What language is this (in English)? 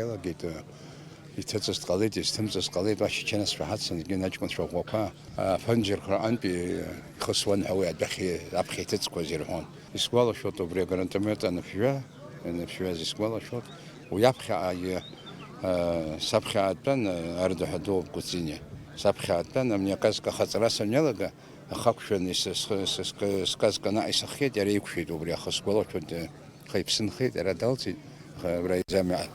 Abkhazian